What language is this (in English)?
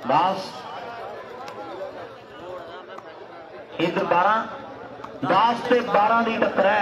Punjabi